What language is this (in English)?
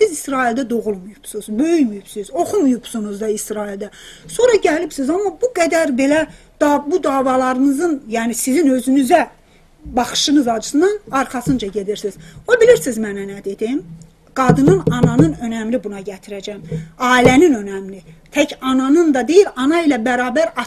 South Azerbaijani